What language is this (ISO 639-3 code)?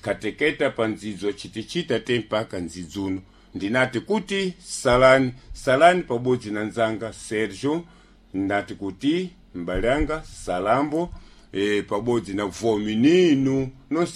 seh